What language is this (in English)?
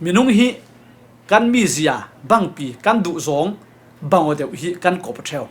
Falam Chin